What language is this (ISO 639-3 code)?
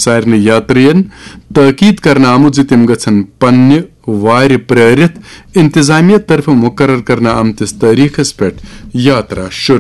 kas